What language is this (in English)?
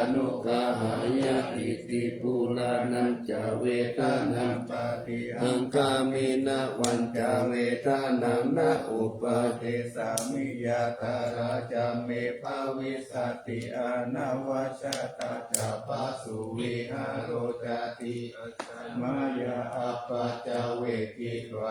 Pali